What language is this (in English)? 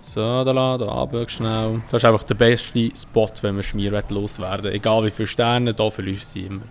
Swiss German